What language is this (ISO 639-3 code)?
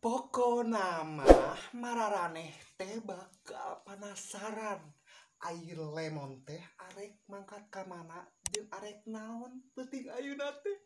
sun